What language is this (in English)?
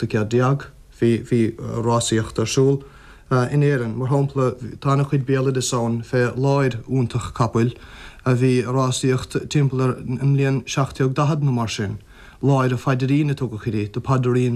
Irish